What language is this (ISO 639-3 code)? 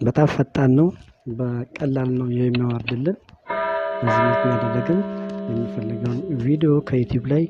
amh